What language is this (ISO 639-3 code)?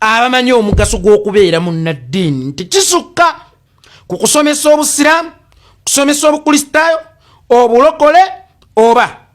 lug